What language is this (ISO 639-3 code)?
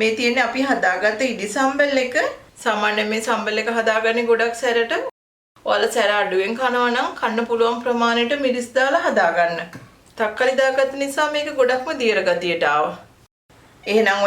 sin